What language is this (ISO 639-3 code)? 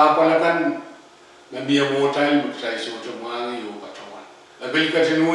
pon